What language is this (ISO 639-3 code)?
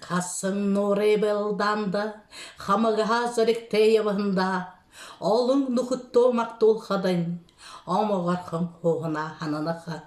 bua